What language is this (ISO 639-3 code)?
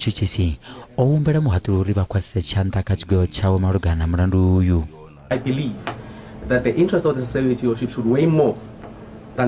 ven